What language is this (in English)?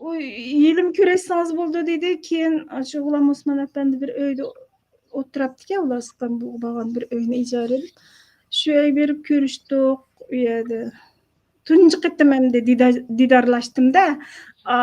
Uyghur